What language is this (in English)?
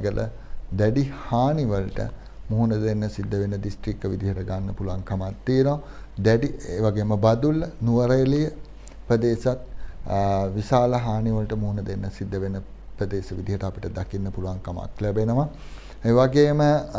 Sinhala